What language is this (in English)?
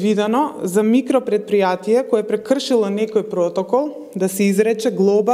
Macedonian